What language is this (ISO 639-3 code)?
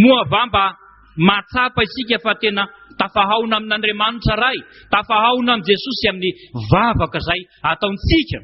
mlg